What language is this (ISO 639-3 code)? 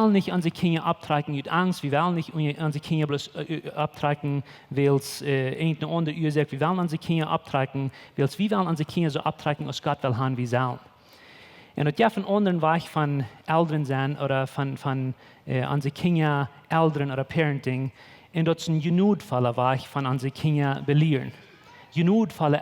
pdt